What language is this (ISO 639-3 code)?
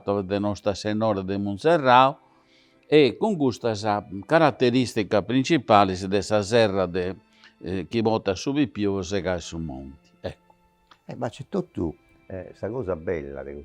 srd